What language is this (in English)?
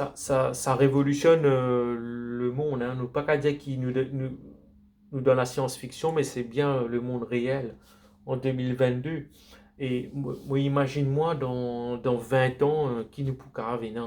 Morisyen